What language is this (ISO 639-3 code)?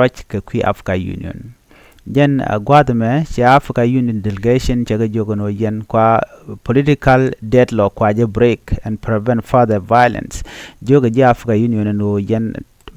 nus